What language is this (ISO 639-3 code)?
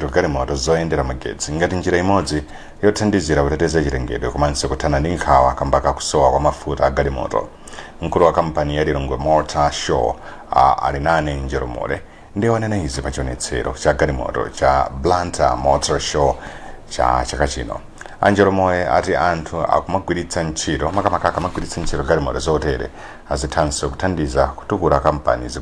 nya